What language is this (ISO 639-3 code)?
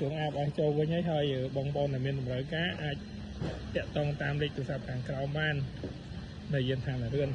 khm